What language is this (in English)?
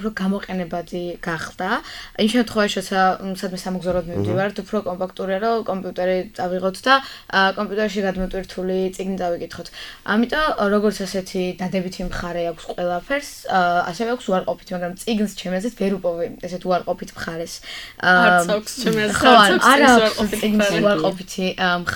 Georgian